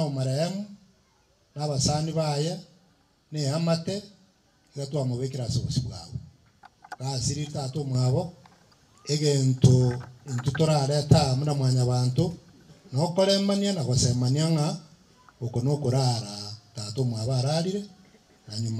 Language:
Gusii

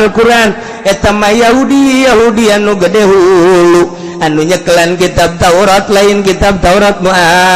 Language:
Sundanese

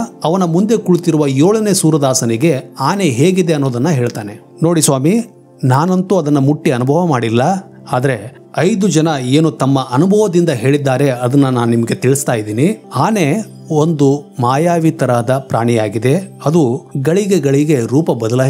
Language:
Kannada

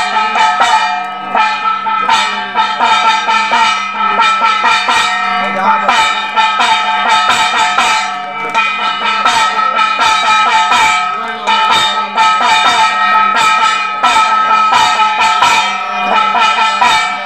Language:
Sanskrit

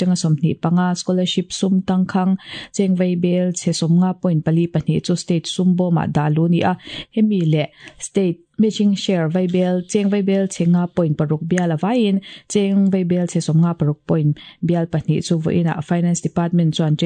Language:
Mizo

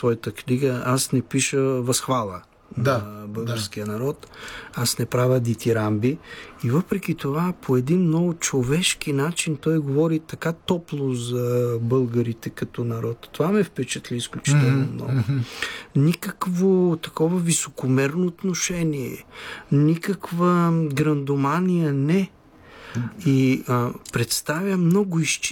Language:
Bulgarian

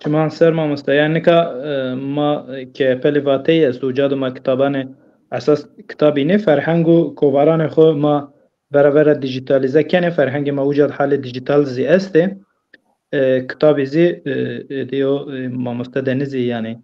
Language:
Zaza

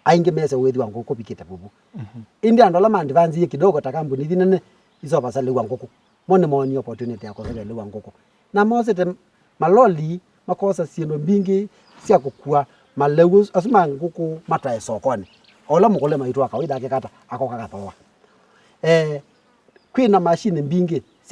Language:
Kamba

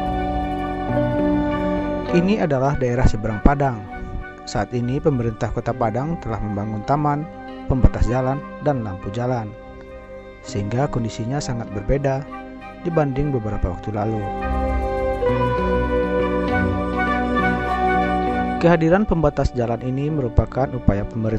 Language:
Indonesian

